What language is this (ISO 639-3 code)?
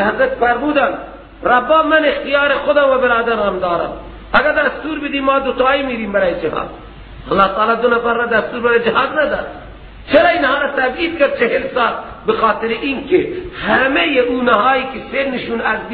fas